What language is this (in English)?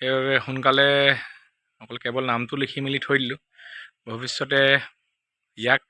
Assamese